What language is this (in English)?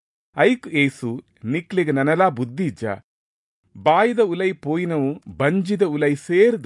Tulu